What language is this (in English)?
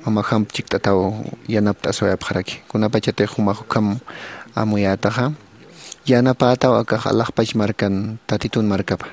Aymara